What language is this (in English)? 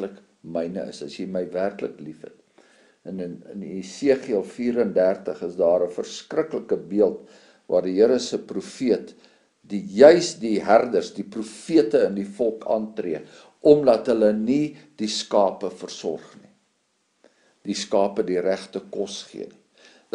Afrikaans